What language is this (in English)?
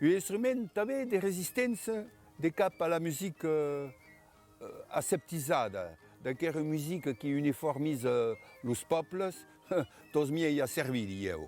Occitan